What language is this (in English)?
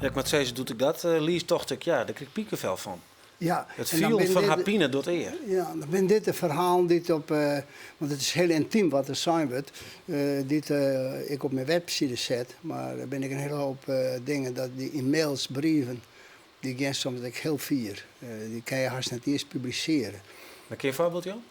Western Frisian